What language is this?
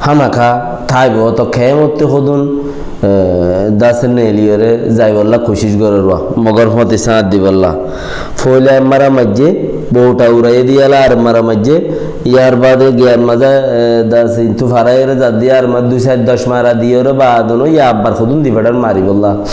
Rohingya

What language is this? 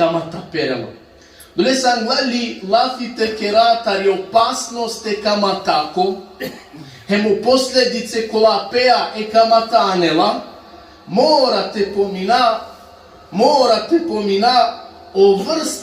Balkan Romani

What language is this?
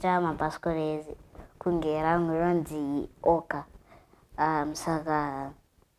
Shona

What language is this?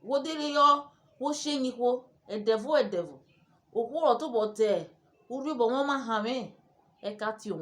Urhobo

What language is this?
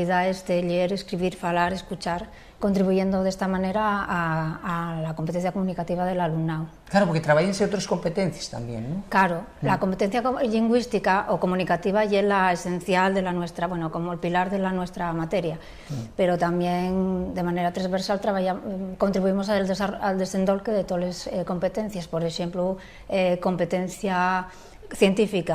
Asturian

